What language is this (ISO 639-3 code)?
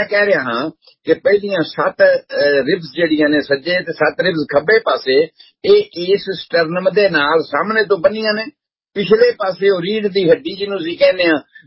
pan